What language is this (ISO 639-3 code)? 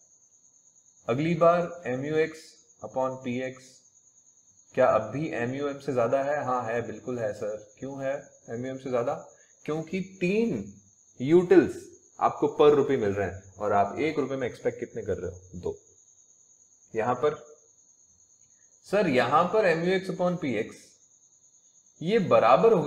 hin